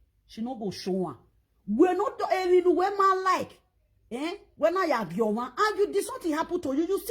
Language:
Nigerian Pidgin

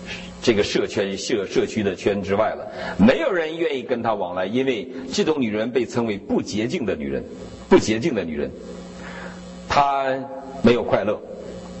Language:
Chinese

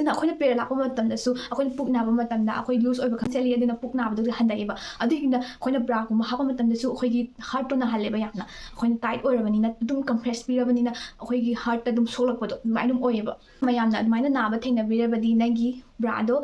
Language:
Manipuri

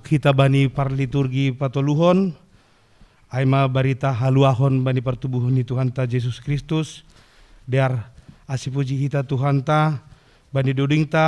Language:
Batak Simalungun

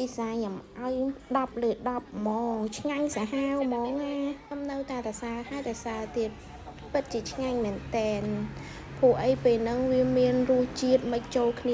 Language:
Khmer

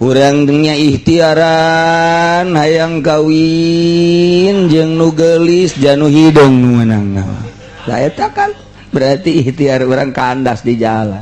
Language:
Sundanese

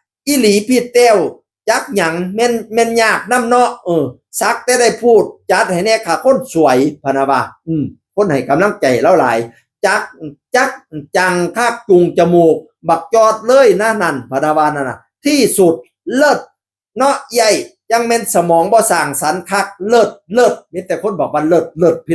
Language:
Northeastern Thai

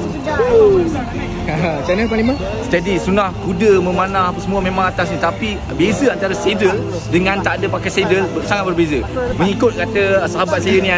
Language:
Malay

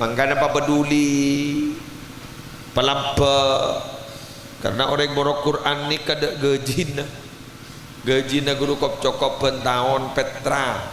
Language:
Madurese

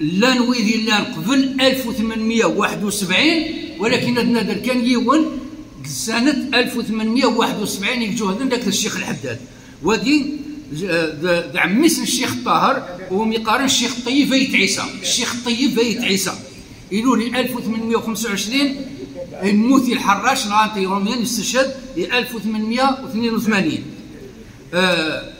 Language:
Kabyle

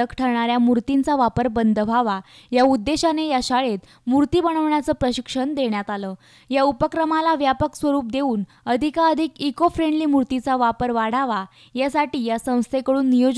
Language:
Marathi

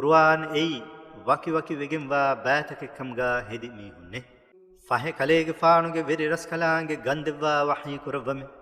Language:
Divehi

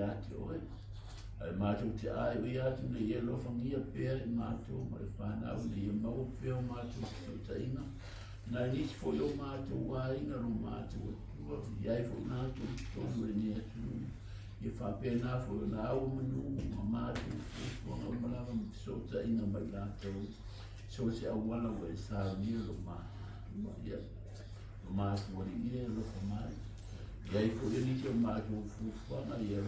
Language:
Samoan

